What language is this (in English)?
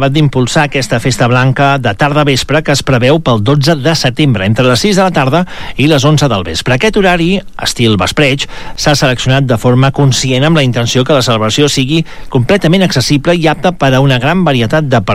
Catalan